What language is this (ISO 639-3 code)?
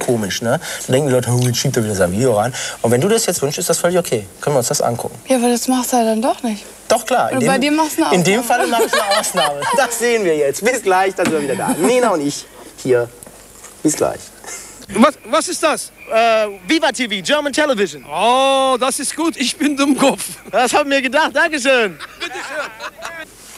deu